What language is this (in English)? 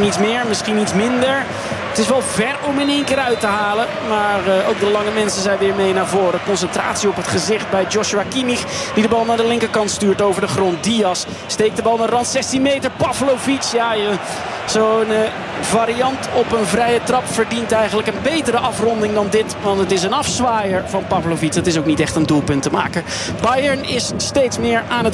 Dutch